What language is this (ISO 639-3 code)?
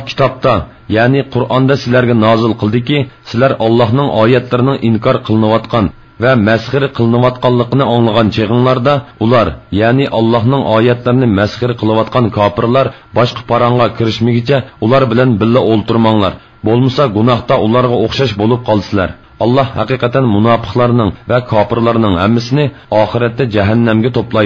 uig